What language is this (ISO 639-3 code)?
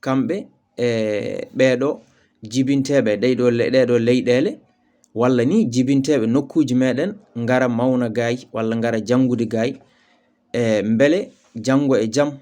ful